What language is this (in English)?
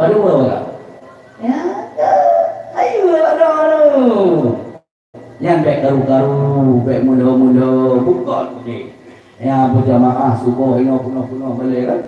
Achinese